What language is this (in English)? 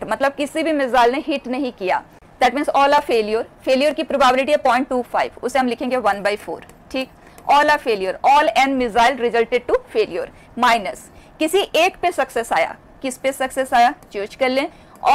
Hindi